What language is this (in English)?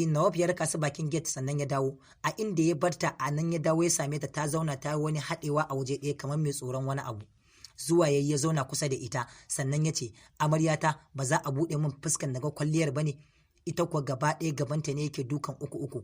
Hausa